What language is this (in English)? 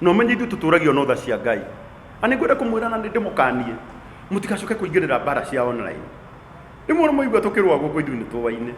Kikuyu